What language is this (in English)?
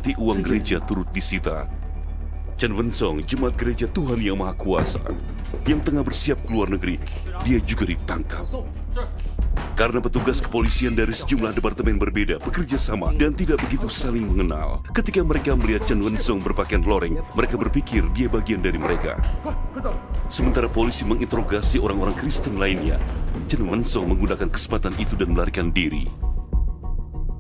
Indonesian